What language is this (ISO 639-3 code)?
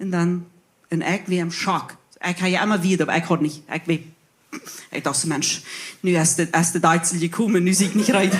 pdt